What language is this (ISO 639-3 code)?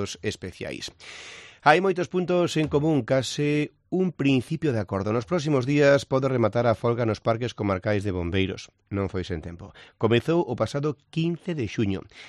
glg